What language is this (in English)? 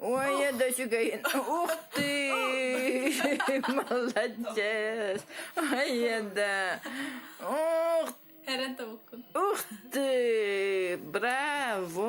Yakut